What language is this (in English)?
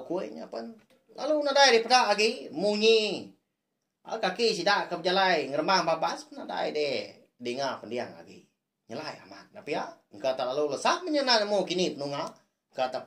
Iban